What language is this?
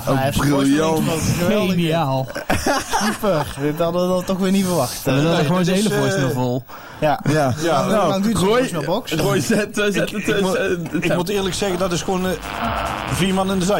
Dutch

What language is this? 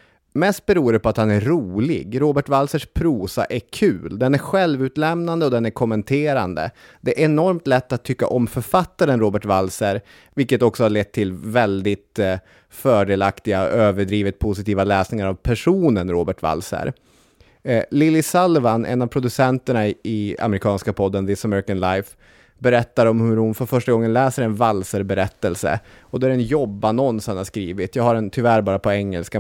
Swedish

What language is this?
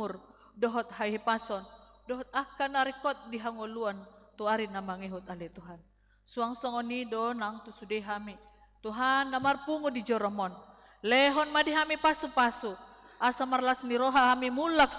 Batak Toba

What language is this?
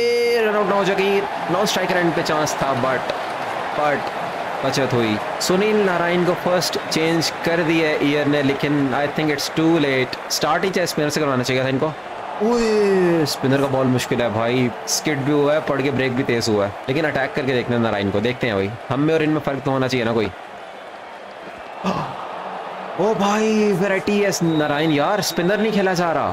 Hindi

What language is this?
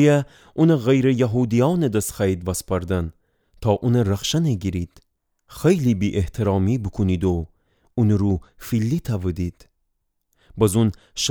Gilaki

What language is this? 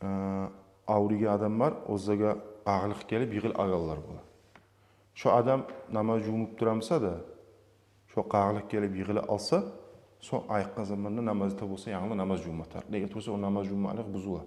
Kumyk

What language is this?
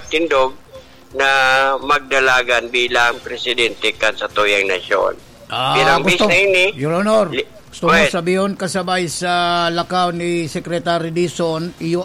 Bikol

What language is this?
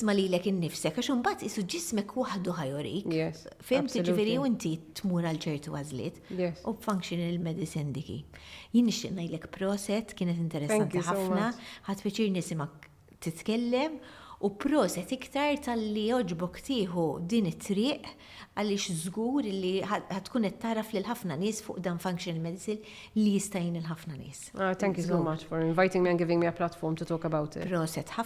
Maltese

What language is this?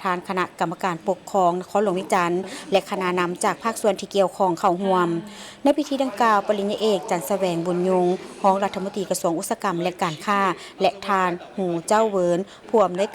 Lao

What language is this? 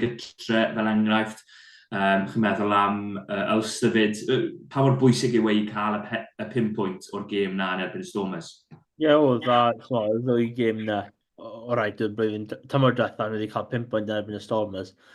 Welsh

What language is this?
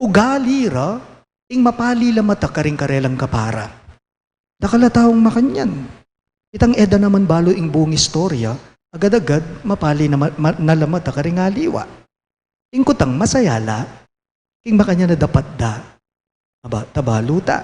Pampanga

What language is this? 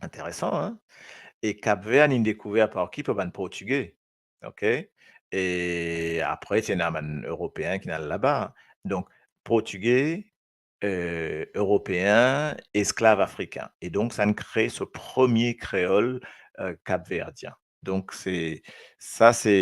Morisyen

